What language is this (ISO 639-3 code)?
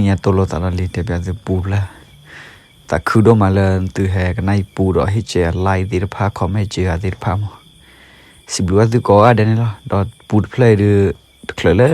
ksw